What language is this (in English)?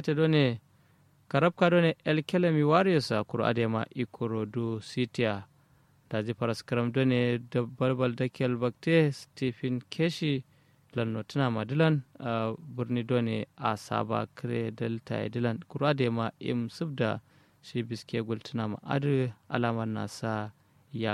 Kanuri